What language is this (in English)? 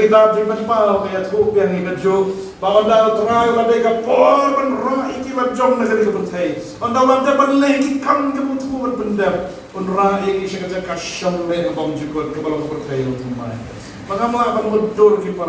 Khasi